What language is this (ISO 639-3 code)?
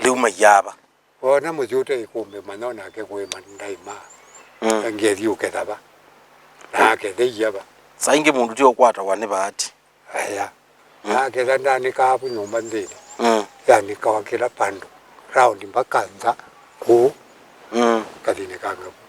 kam